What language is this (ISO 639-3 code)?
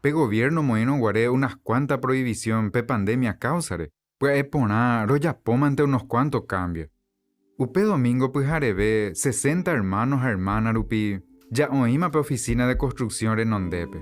grn